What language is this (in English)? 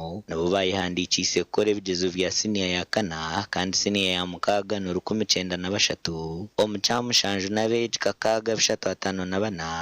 Nyankole